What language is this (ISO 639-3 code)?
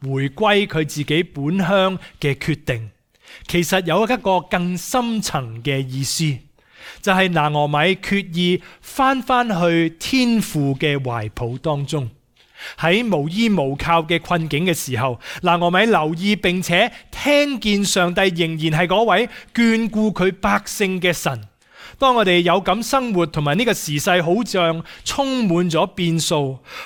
yue